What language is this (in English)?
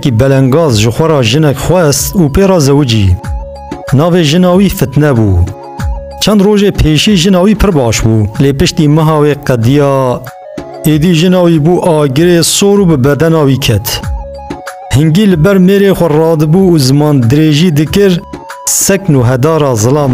Kurdish